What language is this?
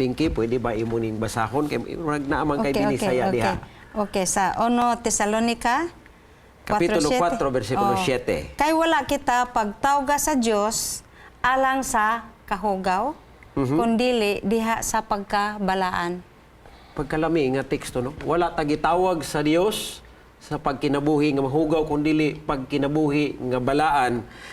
Cebuano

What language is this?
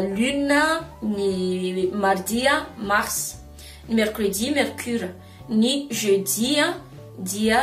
Malagasy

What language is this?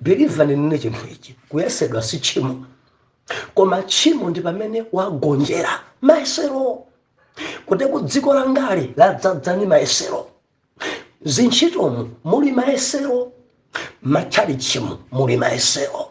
Nyanja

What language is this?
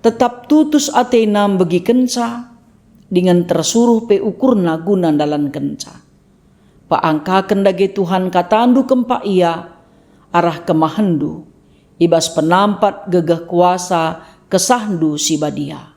Batak Karo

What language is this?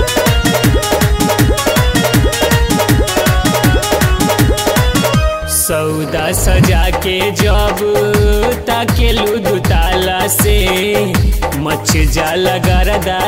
Bhojpuri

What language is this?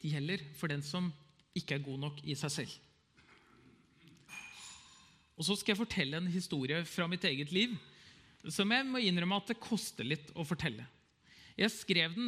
Norwegian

